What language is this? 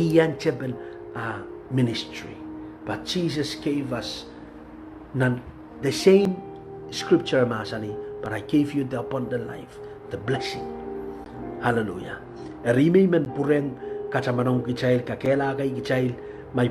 Pohnpeian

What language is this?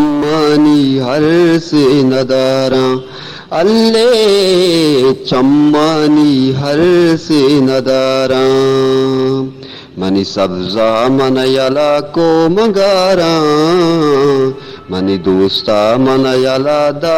Eastern Balochi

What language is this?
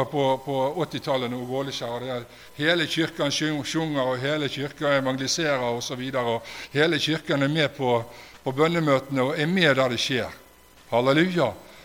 Norwegian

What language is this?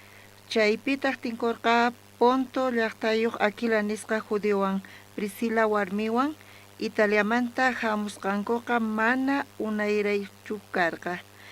South Bolivian Quechua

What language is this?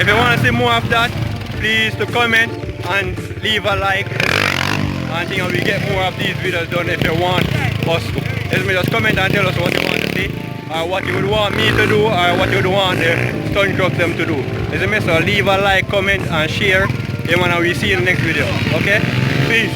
Jamaican Creole English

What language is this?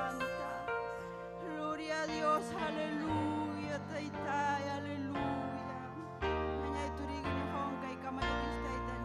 Ayacucho Quechua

